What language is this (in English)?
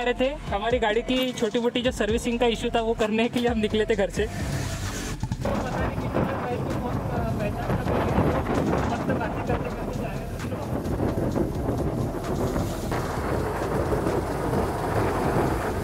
Hindi